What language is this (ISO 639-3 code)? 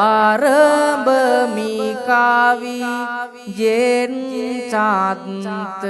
sin